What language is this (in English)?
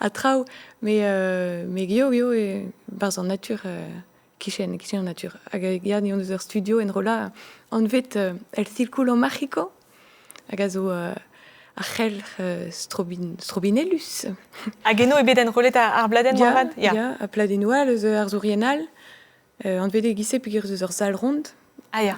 Breton